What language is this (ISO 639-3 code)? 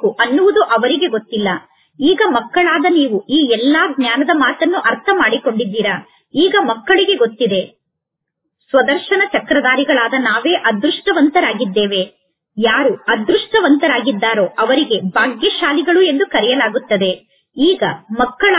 kan